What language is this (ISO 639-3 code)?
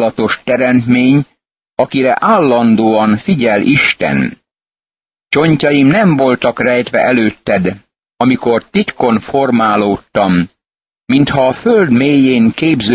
hun